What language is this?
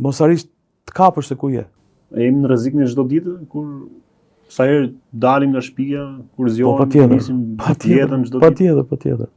Albanian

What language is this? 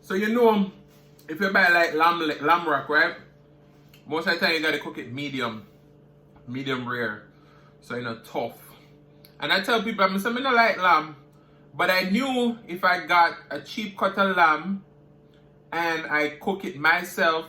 Jamaican Creole English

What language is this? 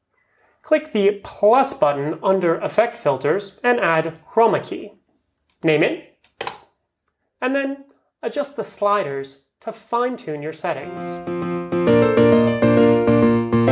English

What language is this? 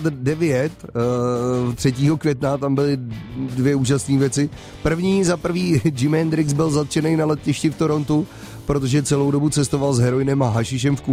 Czech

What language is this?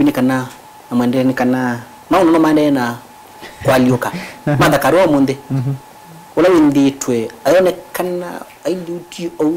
Kamba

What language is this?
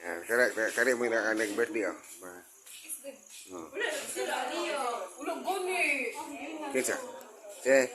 Cebuano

